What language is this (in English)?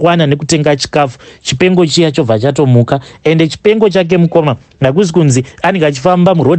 Shona